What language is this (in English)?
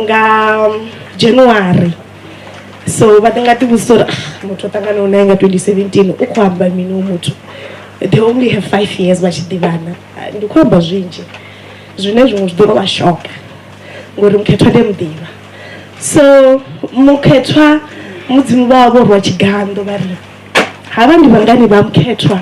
Venda